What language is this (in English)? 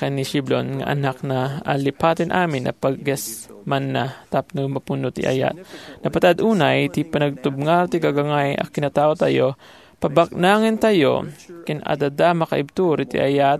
Iloko